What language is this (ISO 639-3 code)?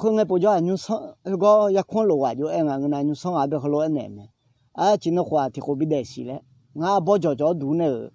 ahk